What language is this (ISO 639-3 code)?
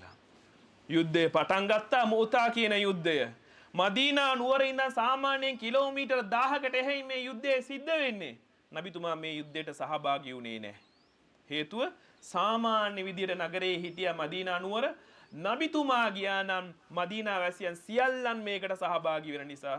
sin